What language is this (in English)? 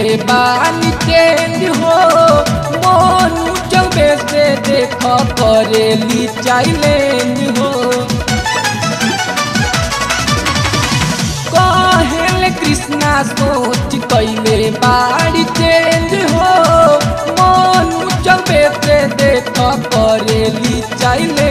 Bhojpuri